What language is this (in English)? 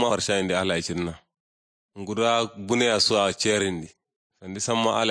Kanuri